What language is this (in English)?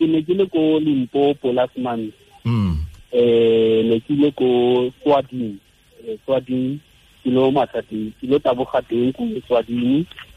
Tswana